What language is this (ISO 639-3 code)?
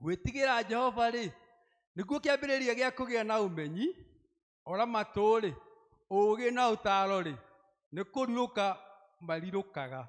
kik